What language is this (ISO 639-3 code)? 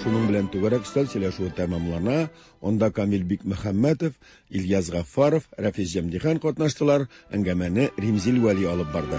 tat